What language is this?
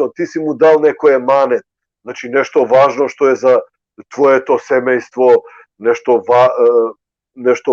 Balkan Romani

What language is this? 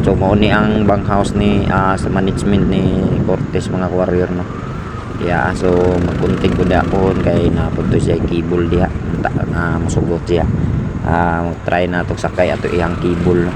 Cebuano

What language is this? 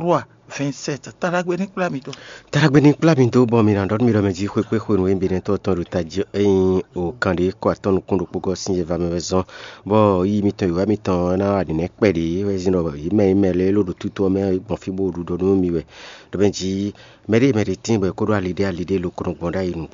Fon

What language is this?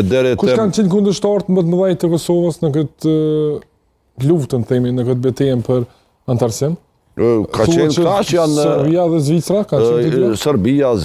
Albanian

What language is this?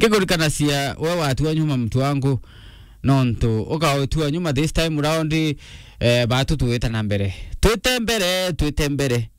Meru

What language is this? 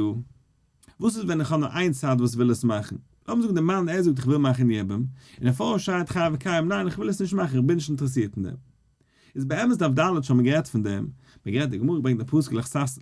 Yiddish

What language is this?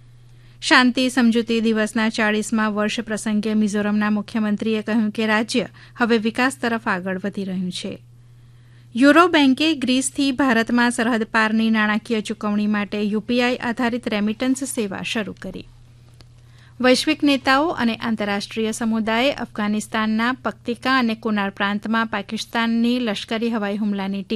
Gujarati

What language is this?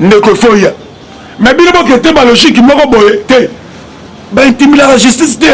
Lingala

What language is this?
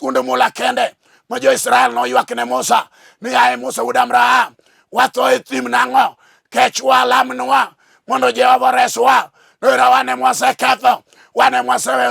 Luo (Kenya and Tanzania)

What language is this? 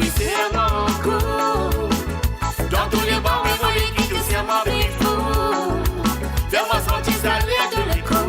Morisyen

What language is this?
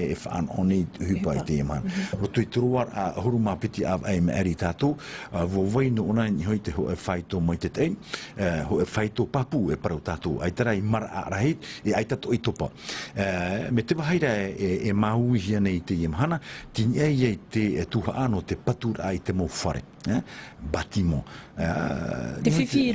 Tahitian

